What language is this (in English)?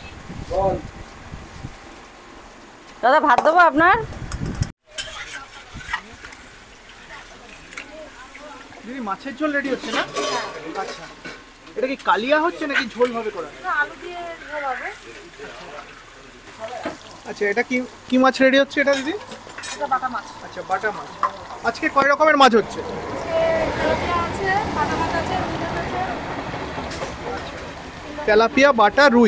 Bangla